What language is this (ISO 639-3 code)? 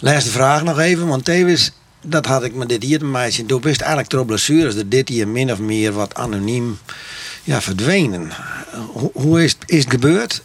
fry